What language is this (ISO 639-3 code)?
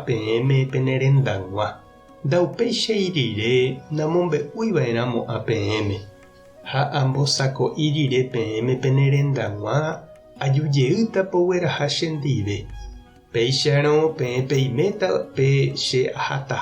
grn